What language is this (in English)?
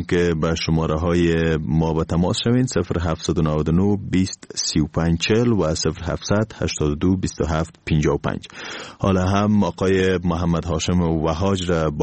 Persian